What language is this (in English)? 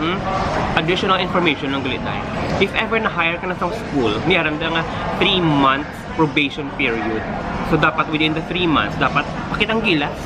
Hiligaynon